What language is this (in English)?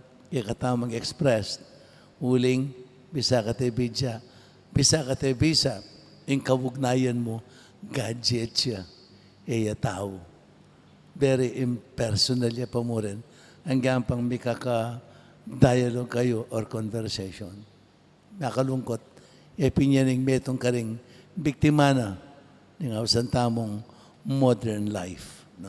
Pampanga